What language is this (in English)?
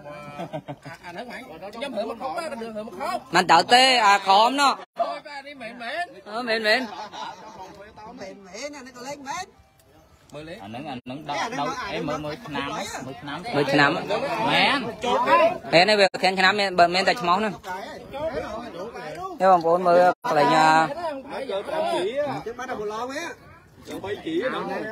Vietnamese